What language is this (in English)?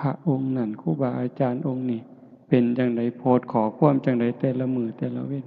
Northeastern Thai